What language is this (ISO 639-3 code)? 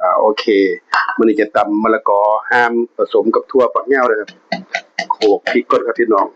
tts